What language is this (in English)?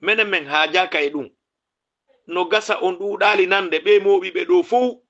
Fula